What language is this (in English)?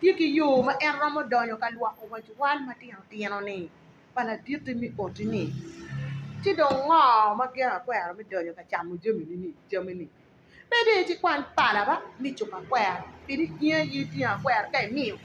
Acoli